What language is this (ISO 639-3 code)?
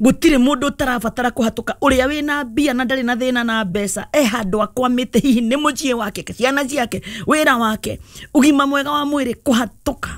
kik